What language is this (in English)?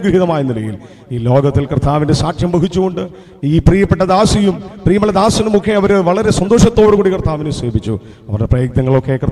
Malayalam